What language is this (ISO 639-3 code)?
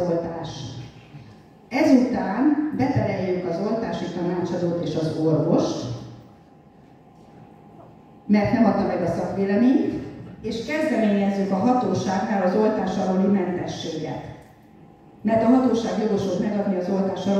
hun